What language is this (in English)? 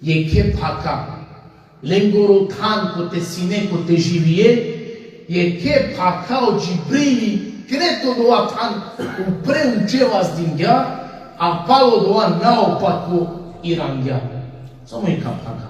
Balkan Romani